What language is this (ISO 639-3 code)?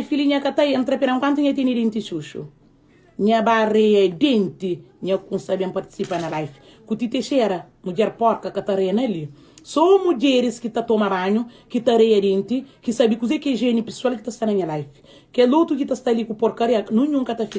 kea